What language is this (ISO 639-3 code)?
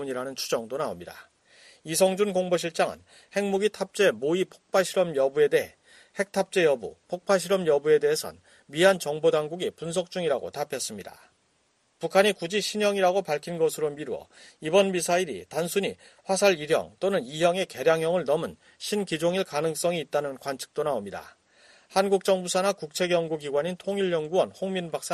kor